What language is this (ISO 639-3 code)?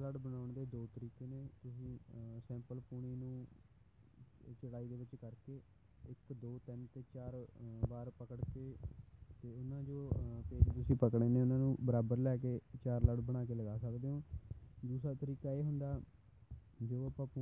pan